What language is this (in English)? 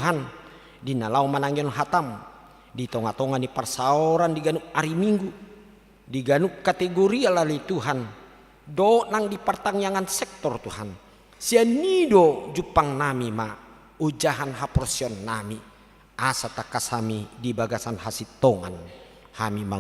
Batak Toba